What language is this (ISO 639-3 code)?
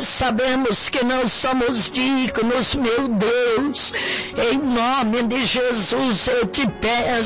por